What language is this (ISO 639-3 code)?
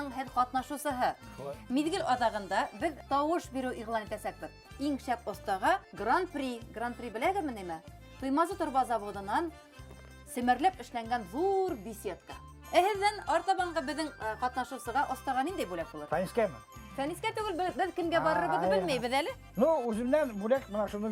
bak